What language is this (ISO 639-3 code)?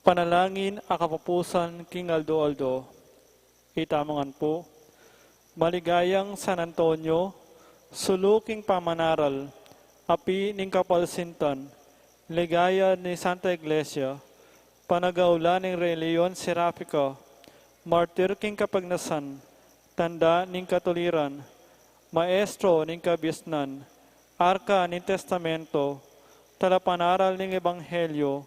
pam